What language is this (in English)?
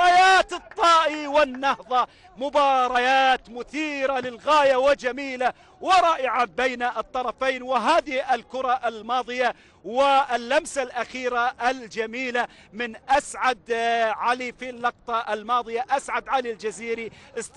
Arabic